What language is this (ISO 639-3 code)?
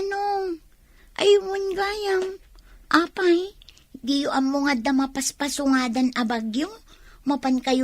ilo